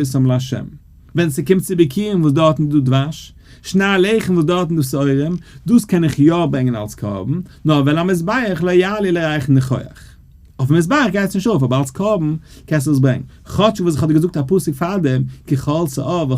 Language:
Yiddish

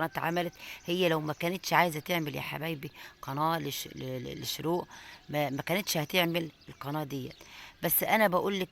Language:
Egyptian Arabic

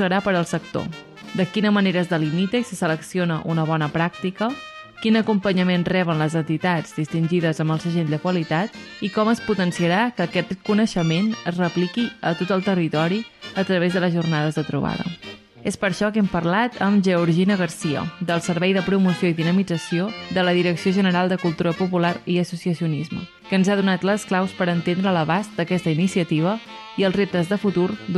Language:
Catalan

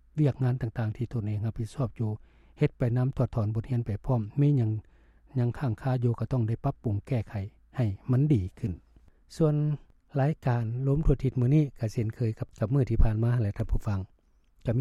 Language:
Lao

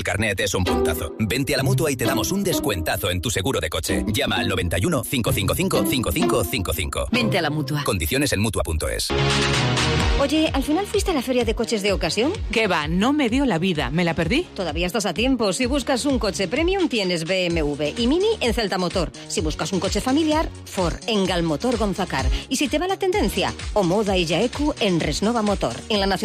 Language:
Spanish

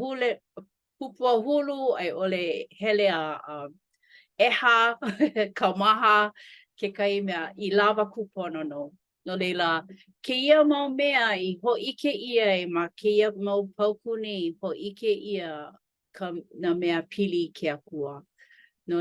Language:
Hawaiian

